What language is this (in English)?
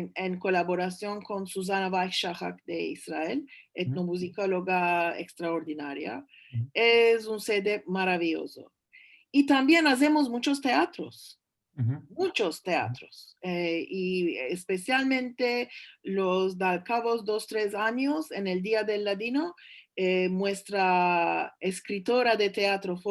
Ladino